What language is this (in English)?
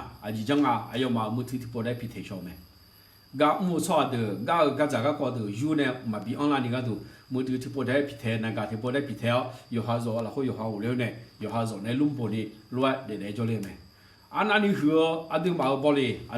Akha